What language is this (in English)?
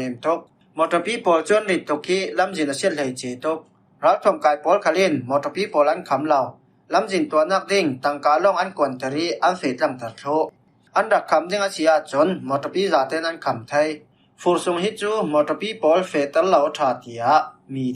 Falam Chin